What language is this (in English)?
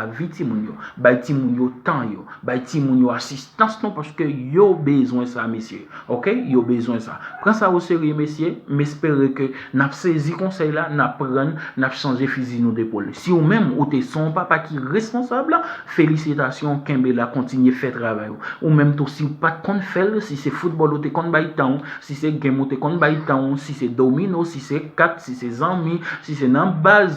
Haitian Creole